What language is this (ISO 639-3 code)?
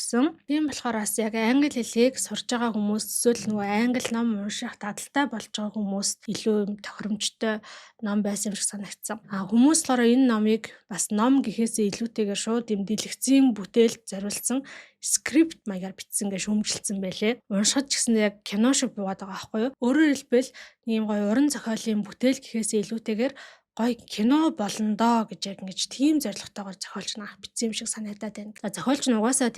mon